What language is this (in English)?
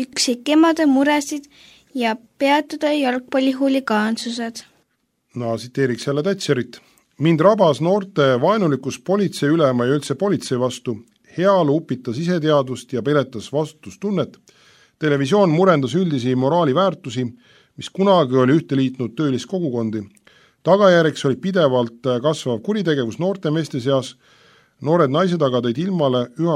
Estonian